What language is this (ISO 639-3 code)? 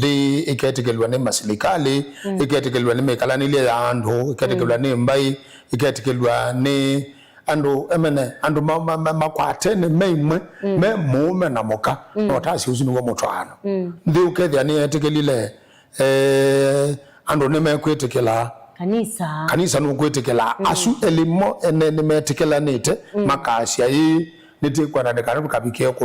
kam